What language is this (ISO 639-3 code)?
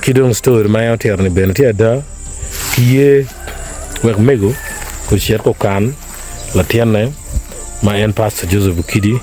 ach